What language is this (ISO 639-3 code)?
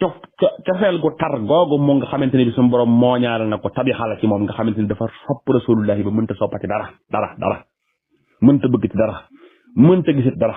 wol